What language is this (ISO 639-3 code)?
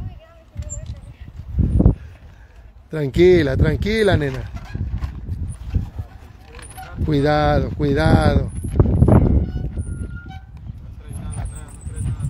spa